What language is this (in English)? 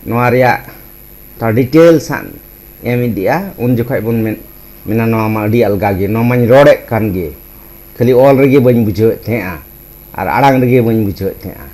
Santali